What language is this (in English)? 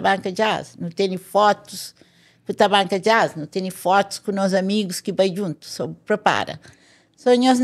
Kabuverdianu